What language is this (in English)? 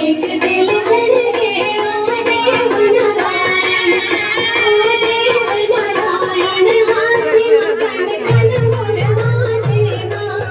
Chhattisgarhi